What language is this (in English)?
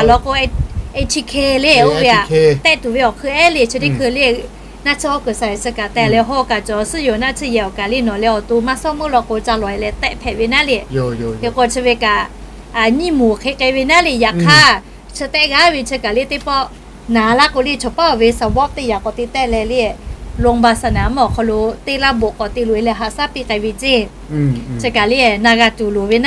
Lahu